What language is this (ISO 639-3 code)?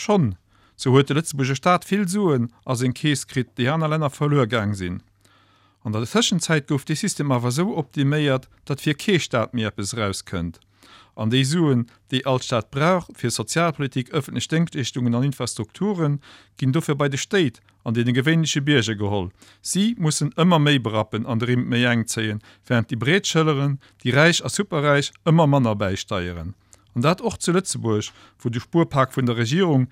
ltz